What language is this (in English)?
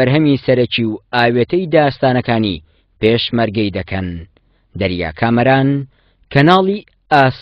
Central Kurdish